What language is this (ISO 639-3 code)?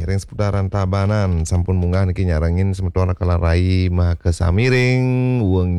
ban